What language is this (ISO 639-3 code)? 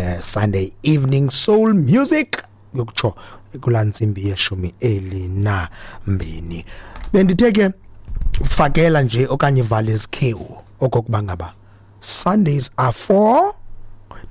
xho